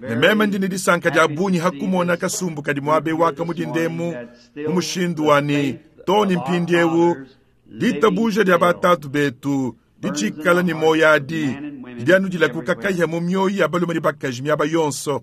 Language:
Luba-Lulua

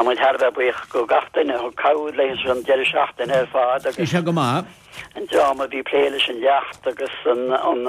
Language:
Irish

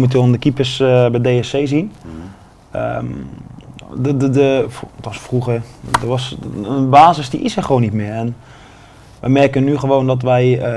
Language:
Dutch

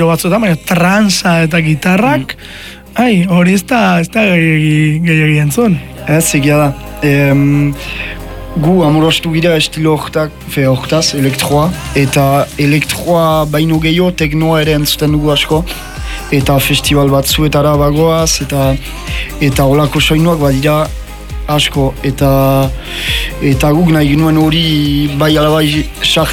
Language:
Basque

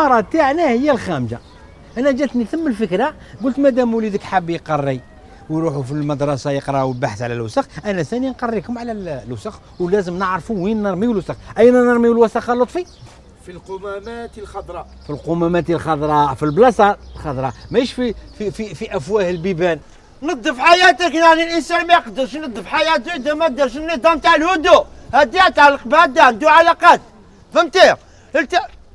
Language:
Algerian Arabic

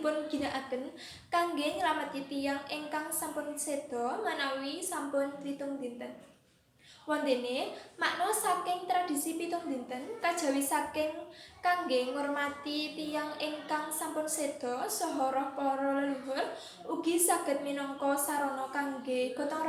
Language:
Javanese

